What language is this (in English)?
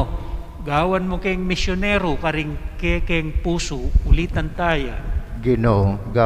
Pampanga